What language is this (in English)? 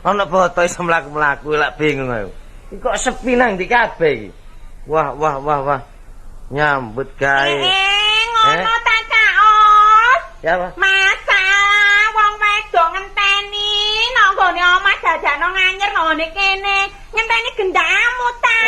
Javanese